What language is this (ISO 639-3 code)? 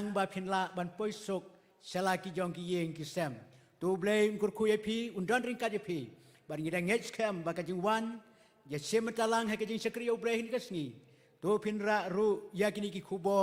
kha